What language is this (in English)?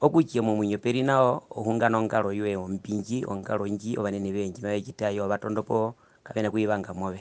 Herero